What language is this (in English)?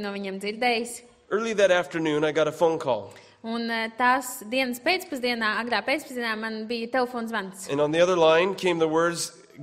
Latvian